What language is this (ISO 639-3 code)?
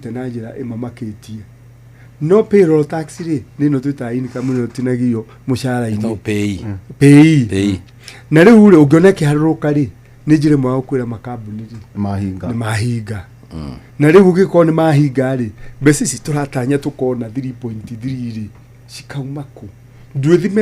kik